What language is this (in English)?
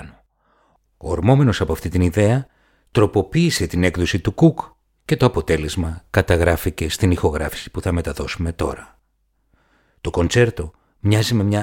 Greek